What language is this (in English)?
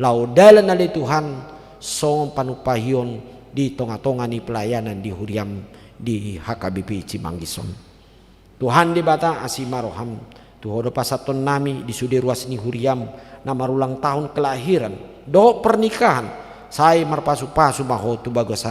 Batak Toba